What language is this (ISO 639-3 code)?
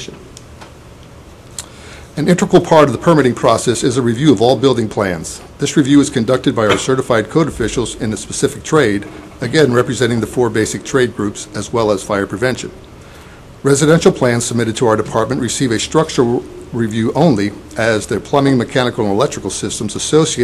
eng